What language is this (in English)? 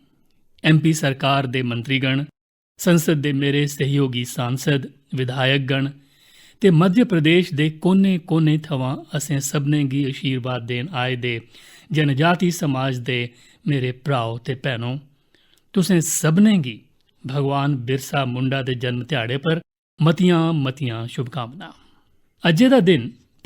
Dogri